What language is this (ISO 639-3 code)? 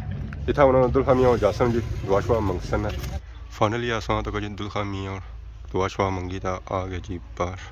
phr